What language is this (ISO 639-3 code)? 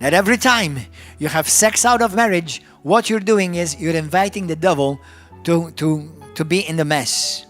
eng